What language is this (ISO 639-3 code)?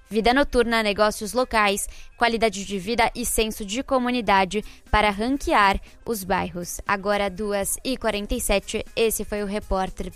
por